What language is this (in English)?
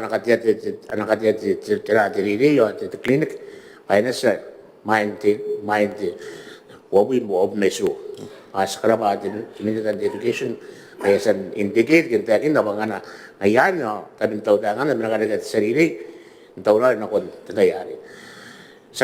Gilbertese